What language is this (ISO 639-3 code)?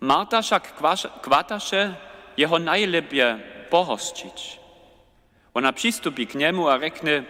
hsb